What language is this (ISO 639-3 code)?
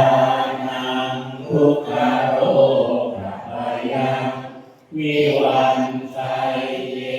pli